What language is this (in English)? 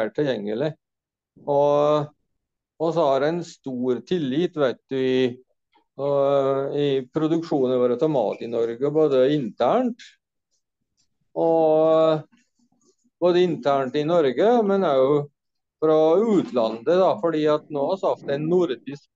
Norwegian